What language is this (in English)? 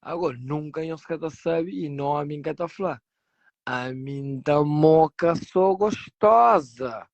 Kabuverdianu